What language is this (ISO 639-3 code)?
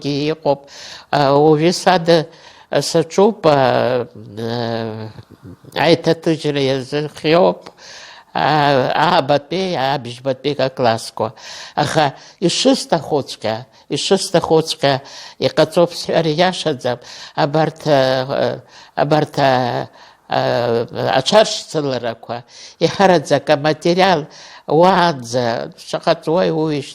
abk